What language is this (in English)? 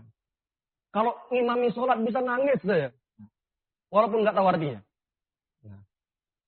Indonesian